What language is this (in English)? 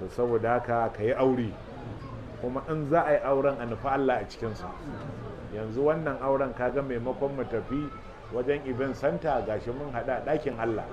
Hausa